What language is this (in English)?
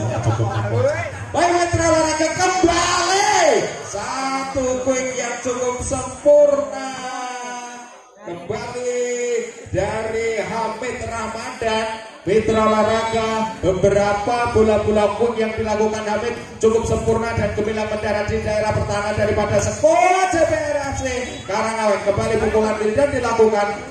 Indonesian